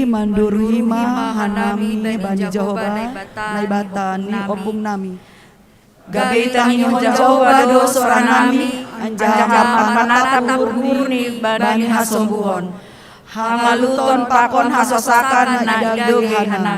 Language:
Batak Simalungun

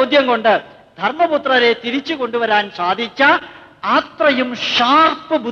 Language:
Malayalam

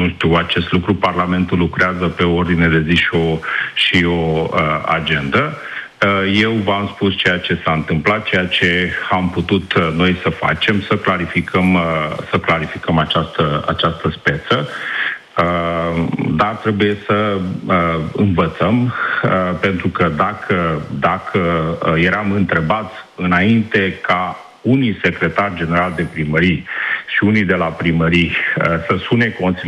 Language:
Romanian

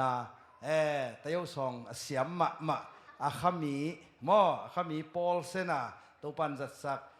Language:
Tedim Chin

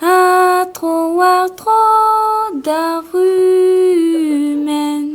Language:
Breton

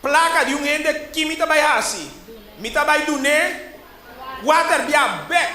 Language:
Papiamento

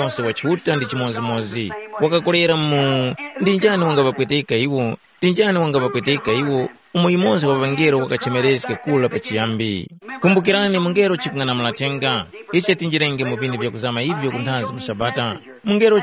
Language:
Tumbuka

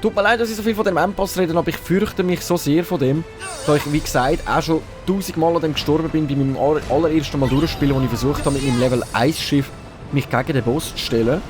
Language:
Swiss German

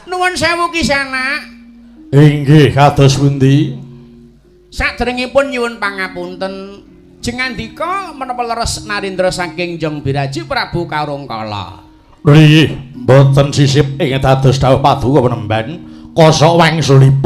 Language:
Javanese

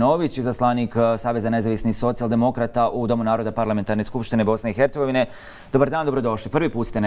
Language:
Bosnian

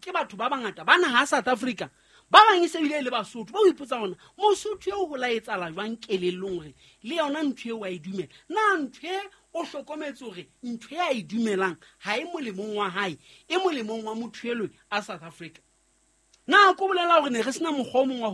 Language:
Southern Sotho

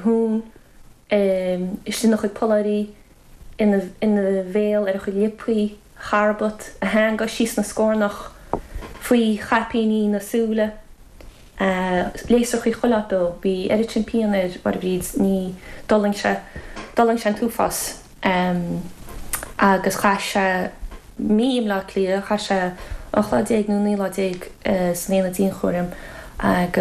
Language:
Irish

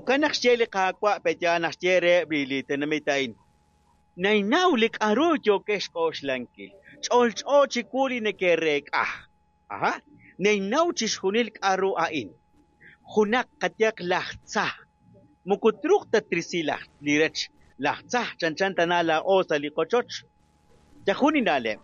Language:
Kekchí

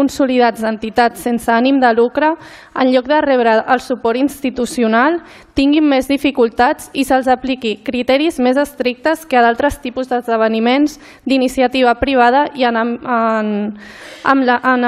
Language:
Catalan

